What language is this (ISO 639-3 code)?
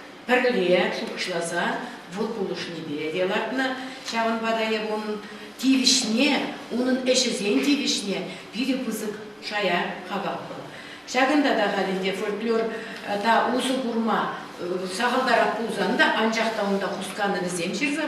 chv